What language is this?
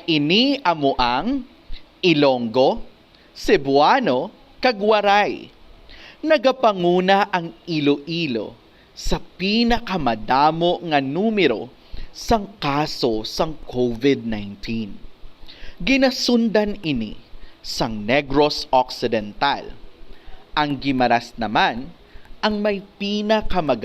Hiligaynon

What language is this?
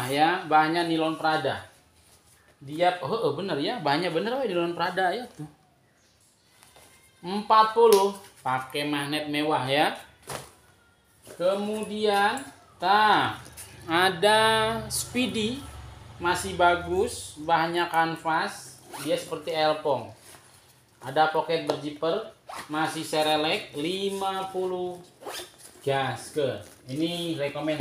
Indonesian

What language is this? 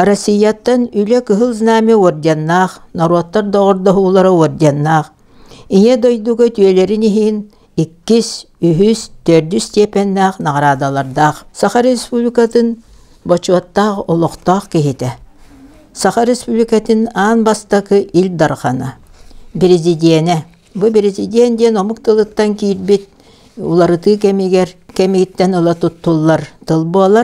Yakut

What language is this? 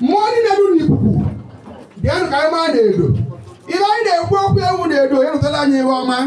Igbo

